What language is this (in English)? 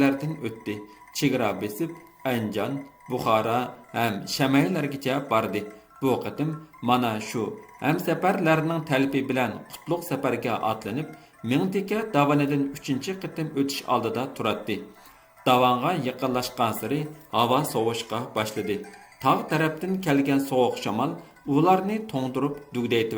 Uyghur